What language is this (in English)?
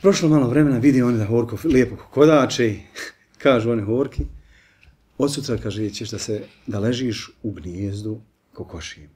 Bosnian